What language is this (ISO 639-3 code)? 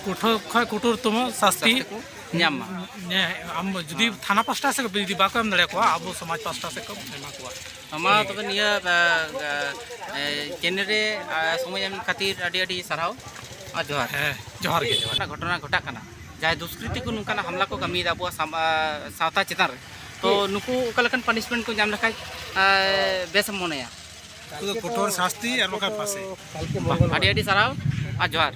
sat